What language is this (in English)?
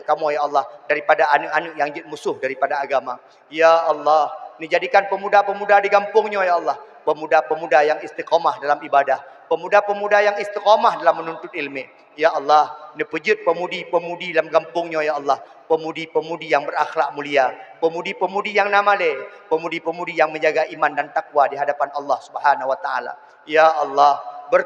Achinese